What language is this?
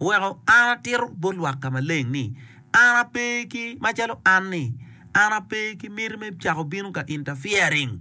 Acoli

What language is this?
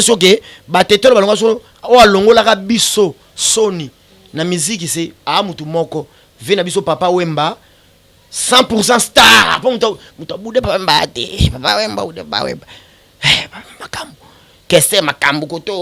Lingala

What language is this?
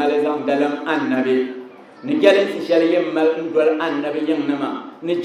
Dagbani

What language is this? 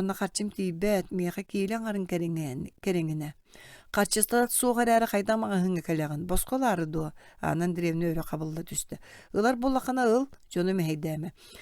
Yakut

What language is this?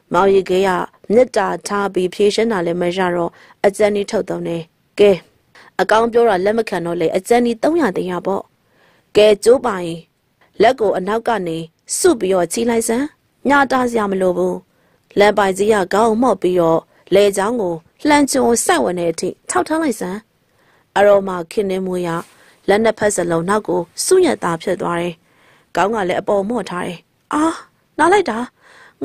Burmese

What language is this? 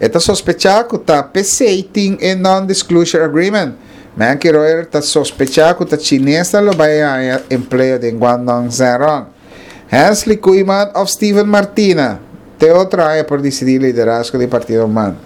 Papiamento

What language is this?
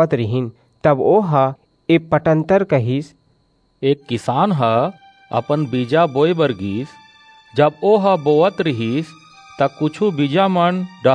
Chhattisgarhi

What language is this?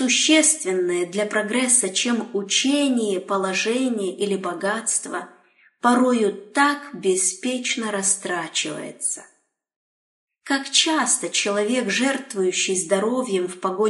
Russian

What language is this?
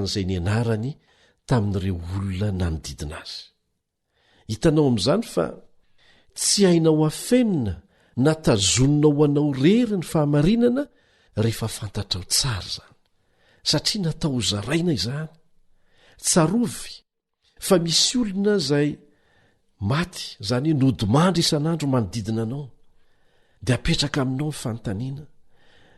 Malagasy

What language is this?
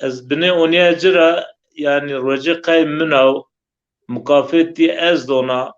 Zaza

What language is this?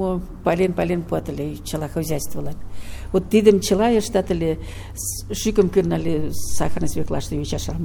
Mari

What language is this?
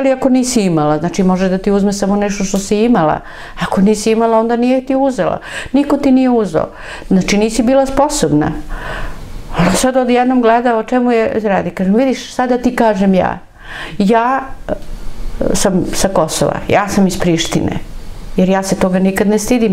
Serbian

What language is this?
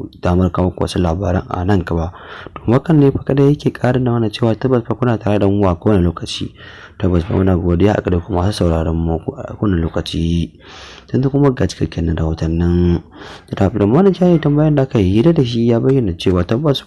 Hausa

